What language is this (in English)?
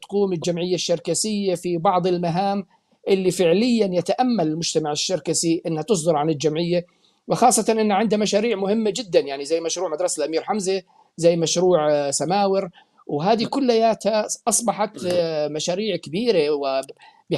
North Levantine Arabic